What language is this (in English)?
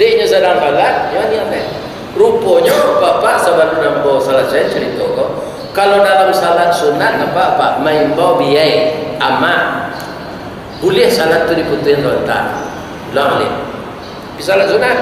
Minangkabau